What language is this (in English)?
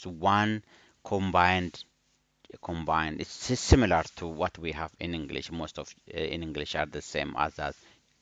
English